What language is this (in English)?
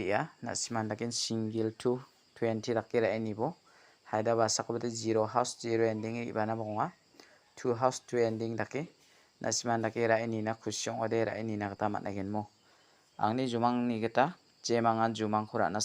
Garo